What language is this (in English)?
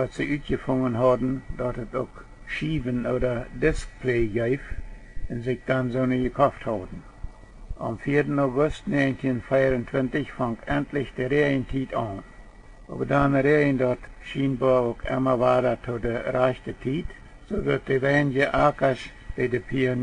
Plautdietsch